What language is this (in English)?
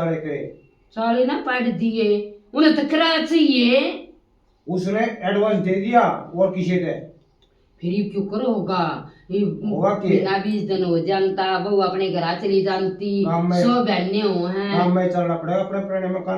Haryanvi